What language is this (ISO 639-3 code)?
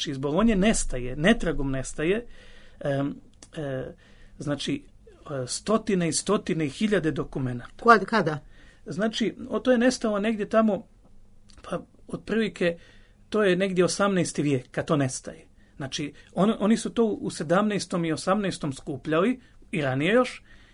srp